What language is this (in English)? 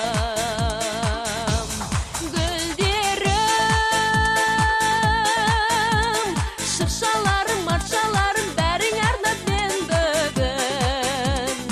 Kazakh